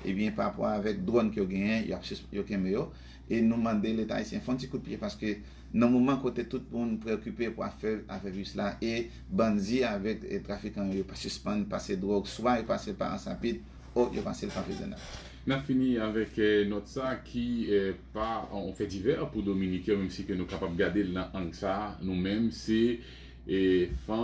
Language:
Haitian Creole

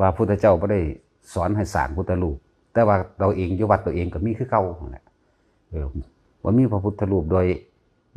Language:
Northeastern Thai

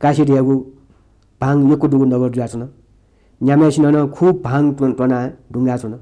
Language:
Newari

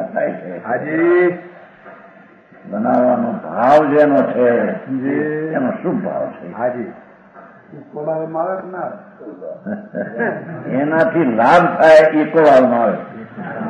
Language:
Gujarati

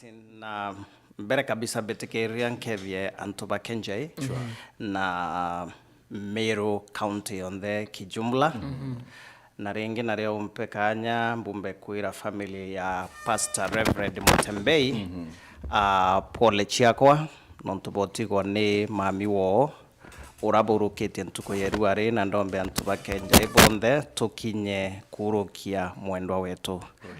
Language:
Meru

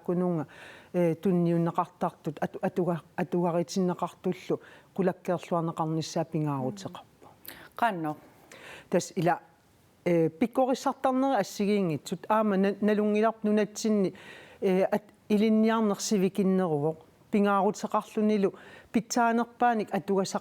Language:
Kalaallisut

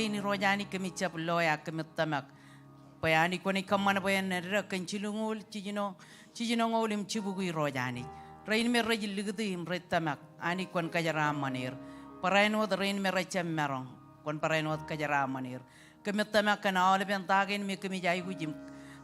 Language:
Marshallese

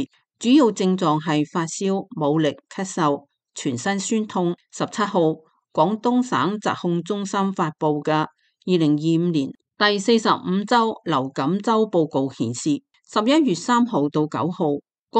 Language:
Cantonese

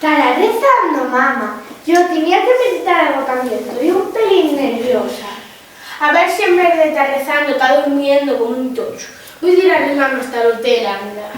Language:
Asturian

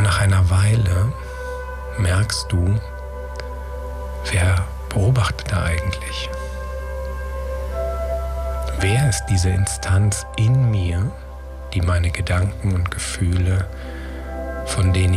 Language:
German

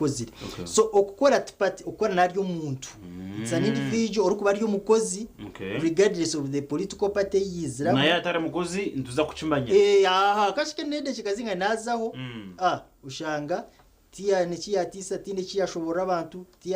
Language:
Nyankole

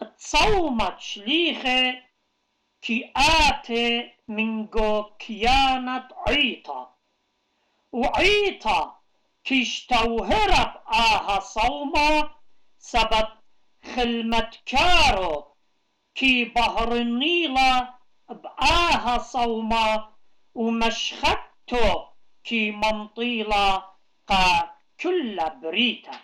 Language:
Assyrian Neo-Aramaic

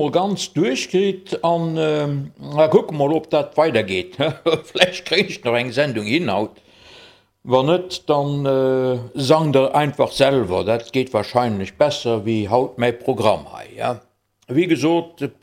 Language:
Luxembourgish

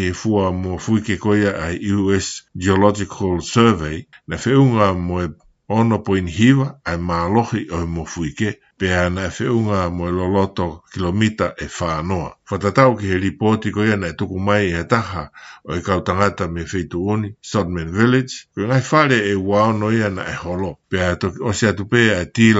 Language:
Tongan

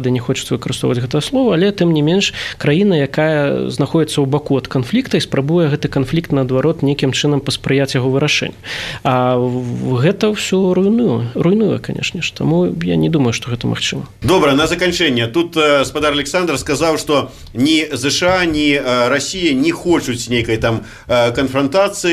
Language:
Belarusian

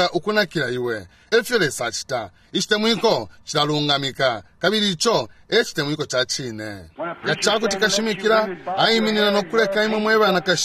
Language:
Bemba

